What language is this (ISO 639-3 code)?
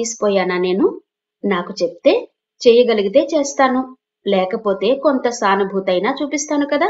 tel